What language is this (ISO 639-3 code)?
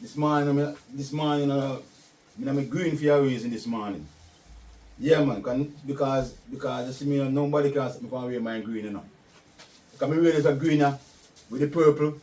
jam